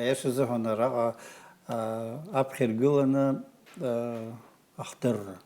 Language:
Abkhazian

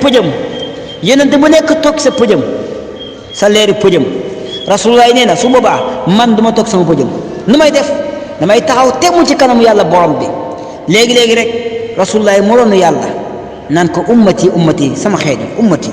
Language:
Wolof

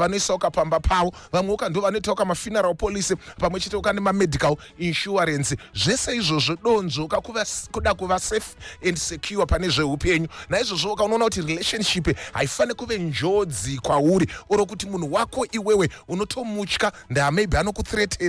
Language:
Shona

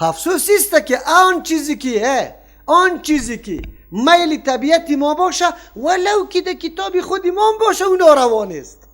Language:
Persian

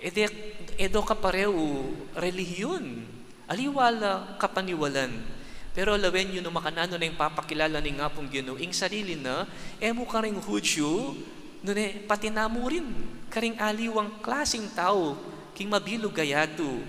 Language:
Pampanga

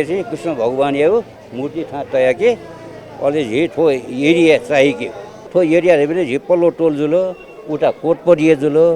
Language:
Newari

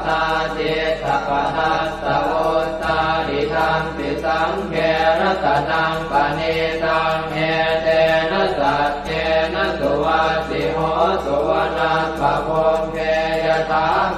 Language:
Pali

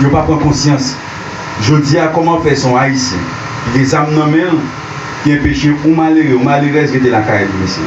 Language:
Haitian Creole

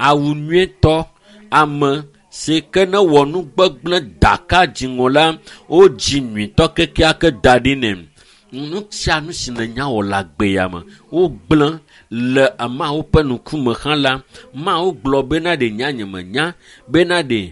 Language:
Ewe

